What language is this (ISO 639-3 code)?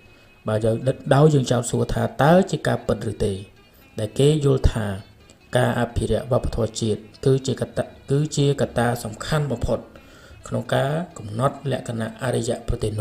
khm